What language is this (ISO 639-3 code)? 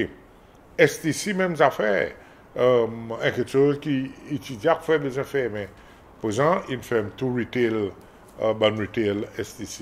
crs